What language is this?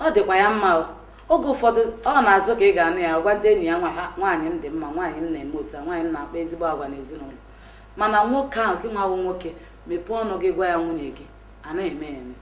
Igbo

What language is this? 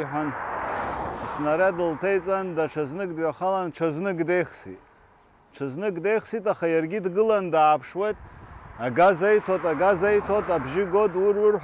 Abkhazian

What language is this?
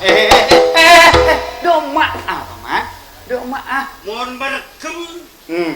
Madurese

